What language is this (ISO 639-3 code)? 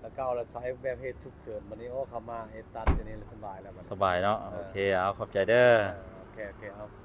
lao